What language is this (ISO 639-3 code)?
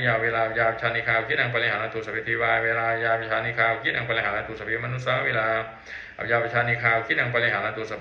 pli